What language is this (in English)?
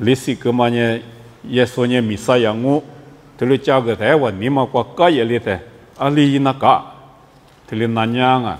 Lisu